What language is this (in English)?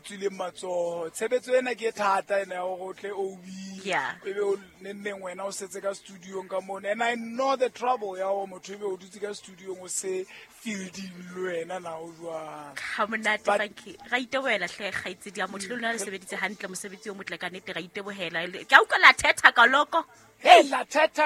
Southern Sotho